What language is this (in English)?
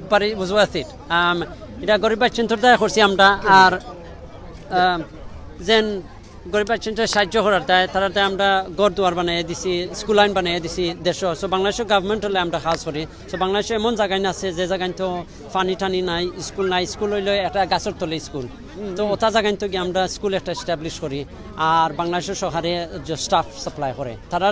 Sylheti